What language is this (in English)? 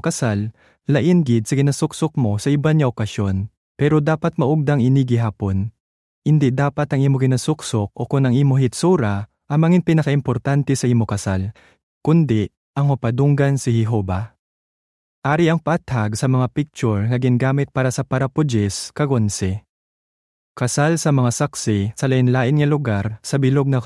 Hiligaynon